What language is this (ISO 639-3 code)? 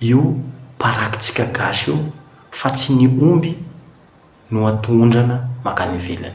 mlg